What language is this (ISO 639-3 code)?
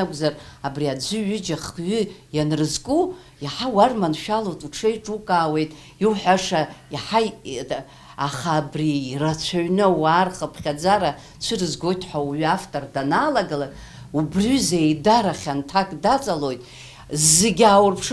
abk